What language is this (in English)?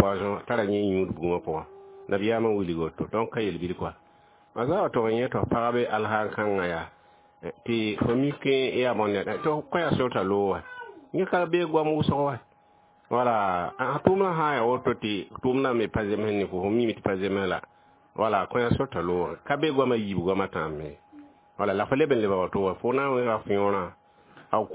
Mossi